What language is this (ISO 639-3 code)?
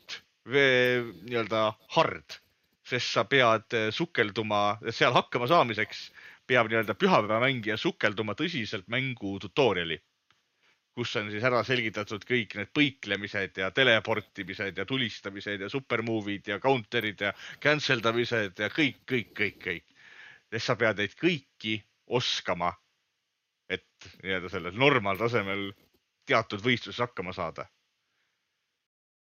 est